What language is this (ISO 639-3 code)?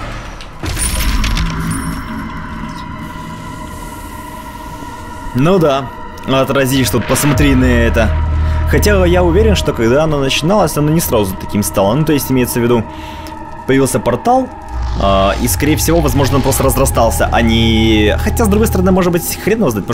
rus